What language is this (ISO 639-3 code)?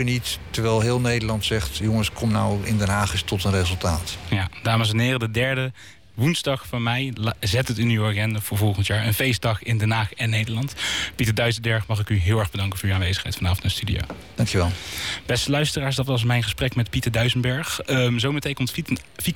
nld